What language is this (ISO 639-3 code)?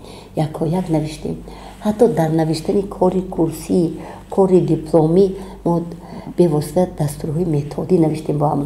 tgk